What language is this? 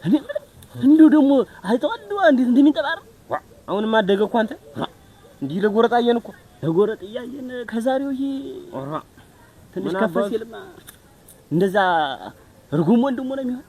Amharic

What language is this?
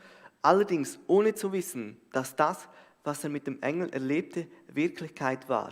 Swiss German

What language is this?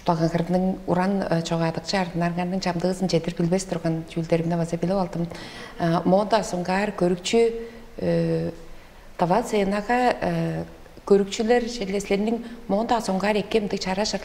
Tuvinian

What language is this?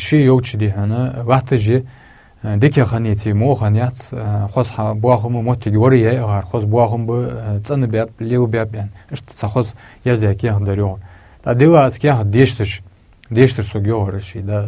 Ingush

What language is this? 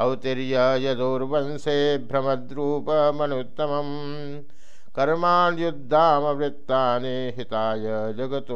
Sanskrit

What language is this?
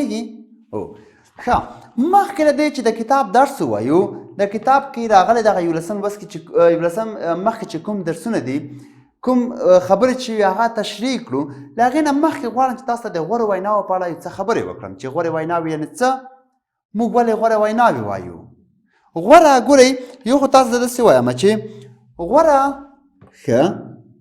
Pashto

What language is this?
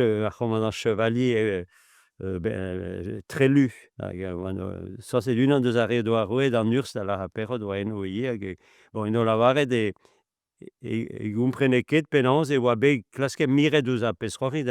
Breton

